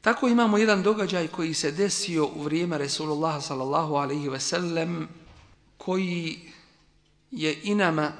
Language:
Bosnian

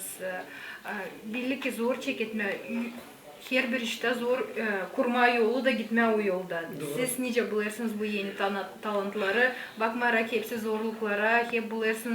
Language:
Gagauz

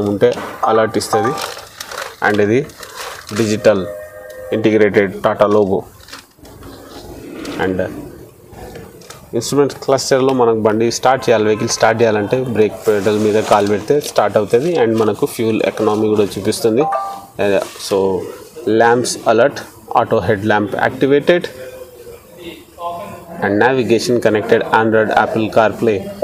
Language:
Telugu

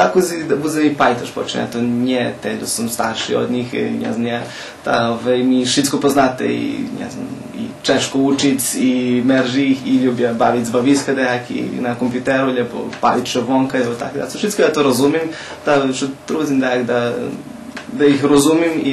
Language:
Rusyn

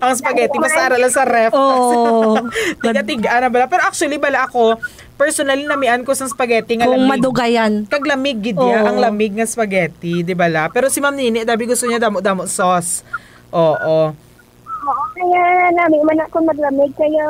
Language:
Hiligaynon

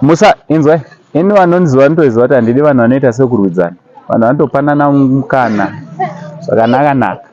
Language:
Shona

